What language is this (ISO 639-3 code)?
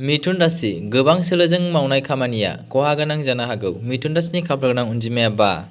brx